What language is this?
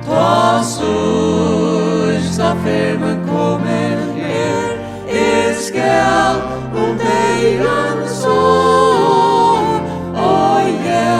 Faroese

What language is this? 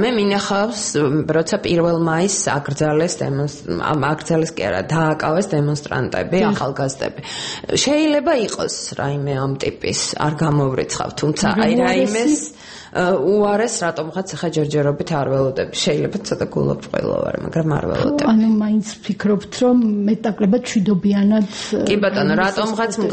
Georgian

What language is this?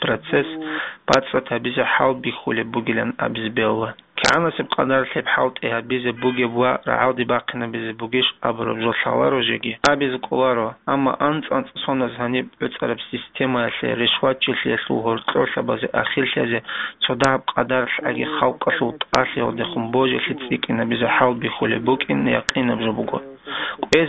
Avaric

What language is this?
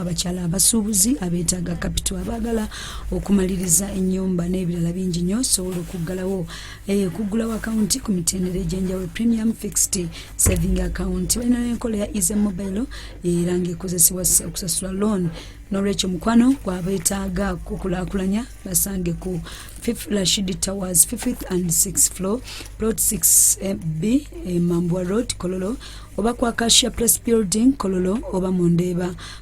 Ganda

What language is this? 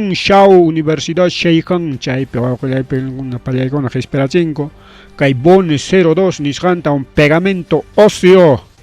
Ayacucho Quechua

